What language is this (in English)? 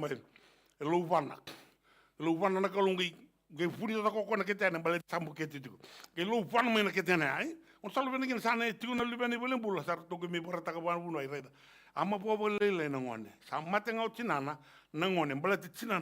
Fijian